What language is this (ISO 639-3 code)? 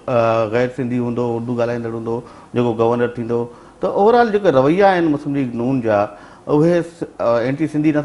snd